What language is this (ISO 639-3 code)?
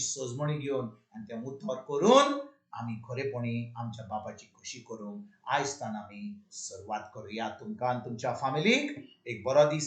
kok